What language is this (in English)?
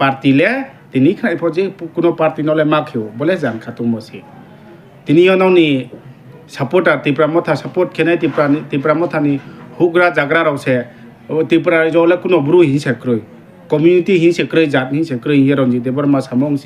Riang (India)